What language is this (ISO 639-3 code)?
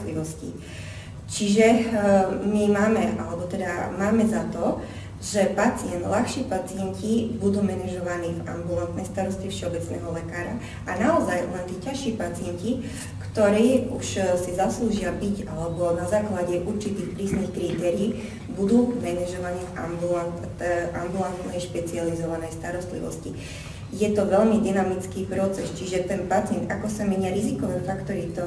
slk